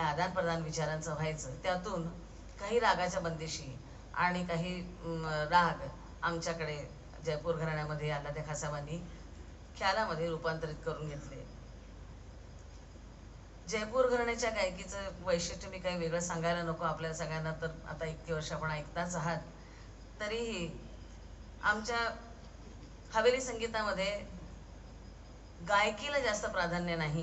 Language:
Marathi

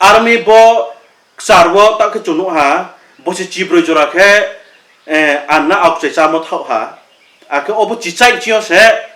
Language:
Riang (India)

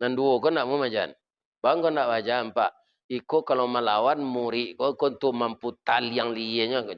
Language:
Minangkabau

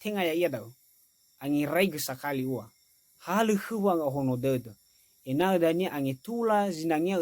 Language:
Nias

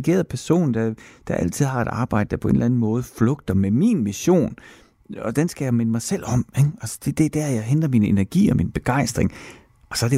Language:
Danish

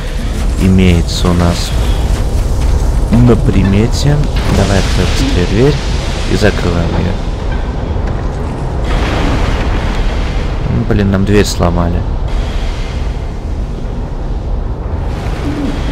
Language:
Russian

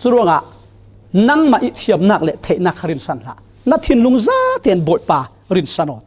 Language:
Falam Chin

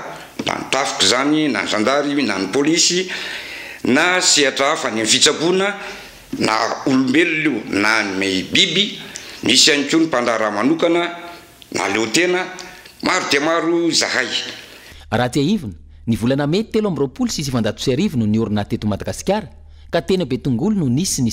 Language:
Malagasy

